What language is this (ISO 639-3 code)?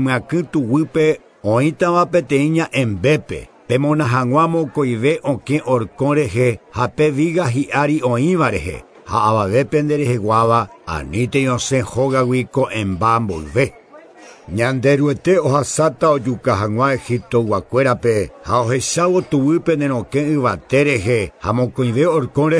grn